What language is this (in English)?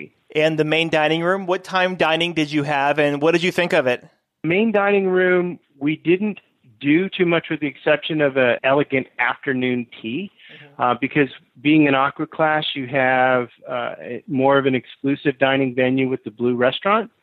English